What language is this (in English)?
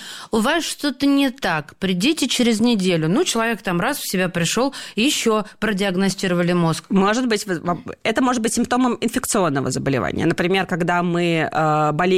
Russian